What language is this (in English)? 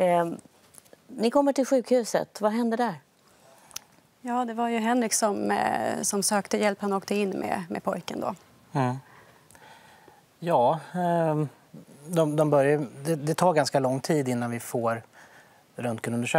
Swedish